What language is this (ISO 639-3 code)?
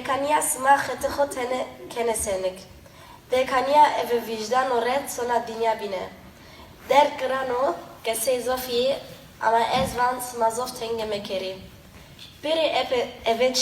zza